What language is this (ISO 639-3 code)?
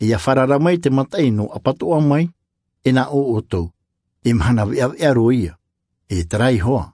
tah